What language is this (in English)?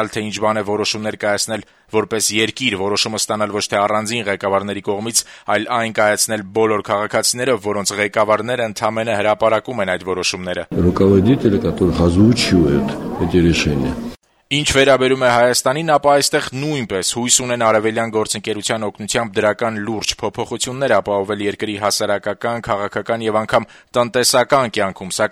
Armenian